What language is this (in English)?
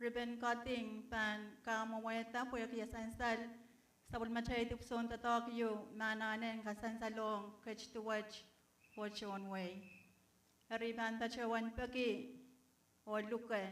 Pohnpeian